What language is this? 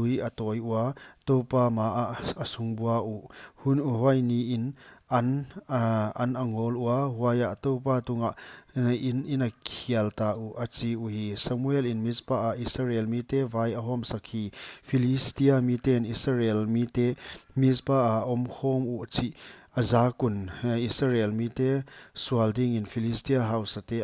Paite Chin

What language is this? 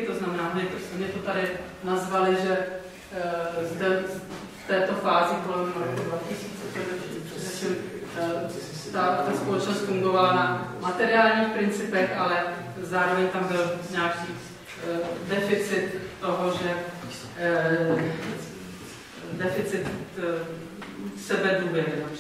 Czech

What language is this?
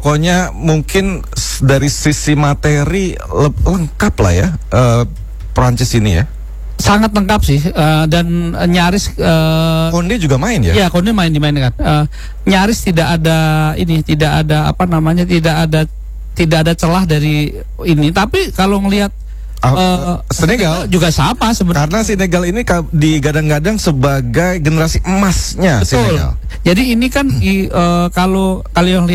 Indonesian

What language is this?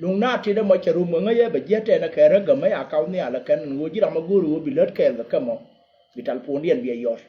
Nuer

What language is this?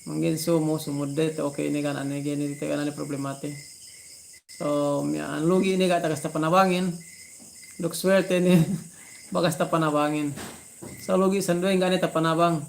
Yakan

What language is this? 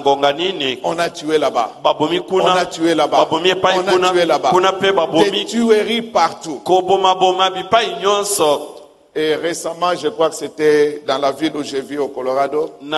French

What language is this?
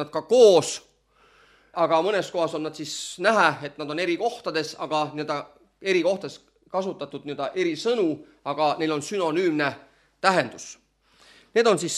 Estonian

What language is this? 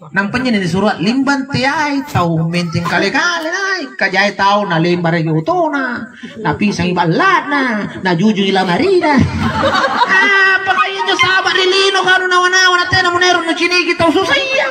Makasar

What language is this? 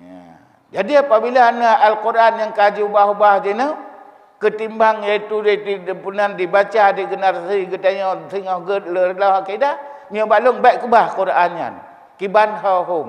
Achinese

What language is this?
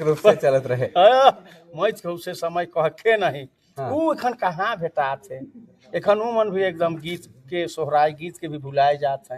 Sadri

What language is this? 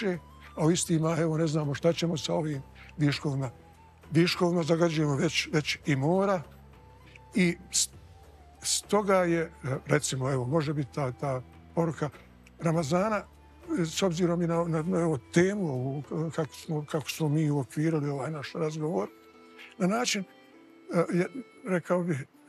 Bosnian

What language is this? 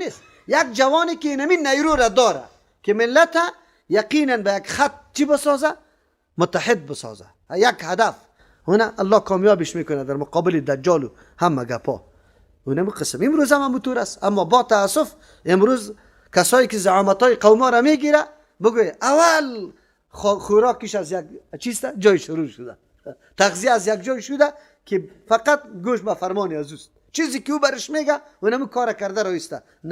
Persian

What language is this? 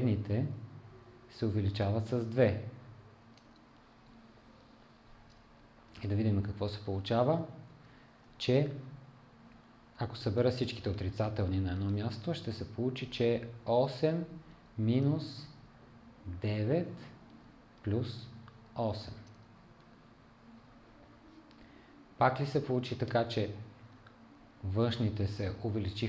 Bulgarian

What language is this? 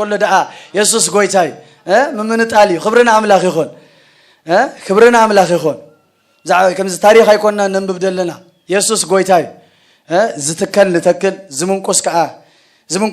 Tigrinya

